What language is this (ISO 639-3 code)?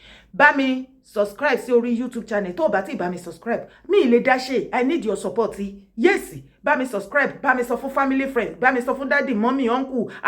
yor